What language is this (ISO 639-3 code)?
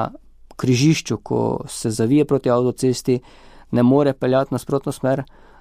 slv